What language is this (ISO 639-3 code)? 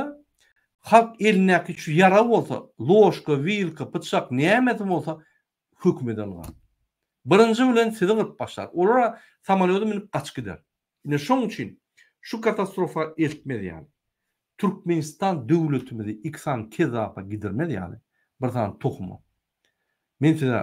tuk